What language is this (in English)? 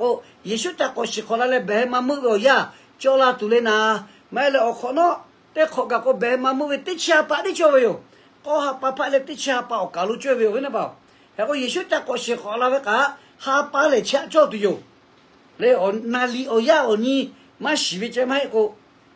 Lahu